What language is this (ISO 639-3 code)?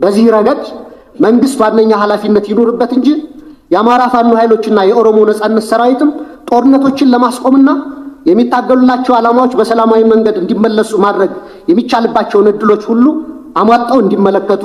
amh